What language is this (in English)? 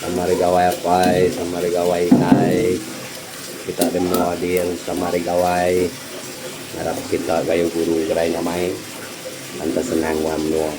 Iban